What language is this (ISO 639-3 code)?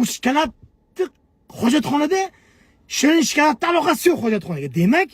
uzb